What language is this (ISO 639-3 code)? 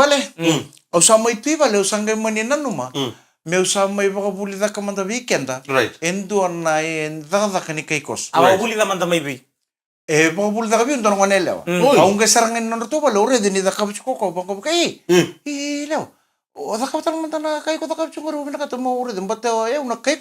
fij